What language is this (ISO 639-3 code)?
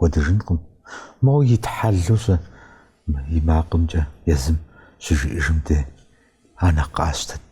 kbd